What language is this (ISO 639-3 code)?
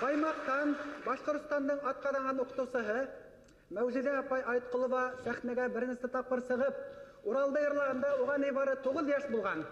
bak